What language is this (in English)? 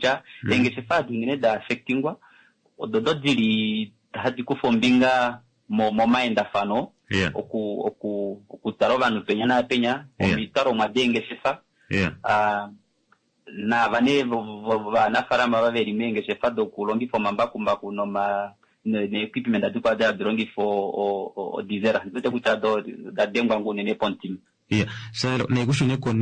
Kuanyama